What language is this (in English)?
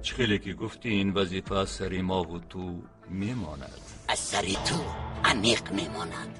Tajik